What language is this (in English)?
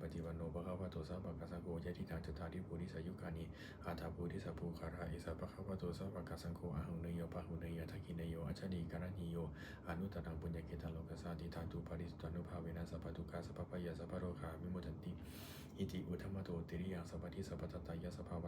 Pali